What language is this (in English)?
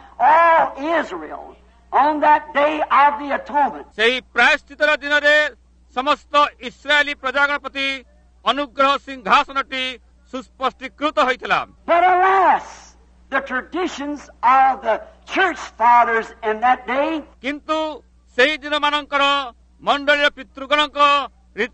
Odia